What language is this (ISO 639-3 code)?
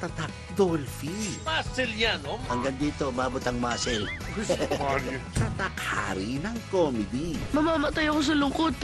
fil